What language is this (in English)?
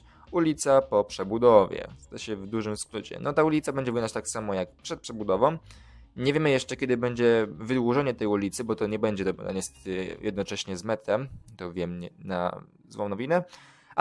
Polish